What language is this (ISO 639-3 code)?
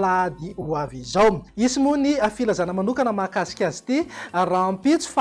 mlg